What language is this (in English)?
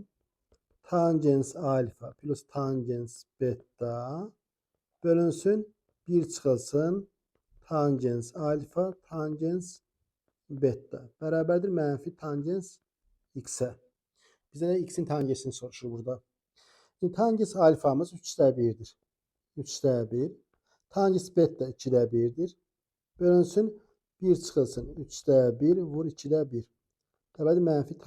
Azerbaijani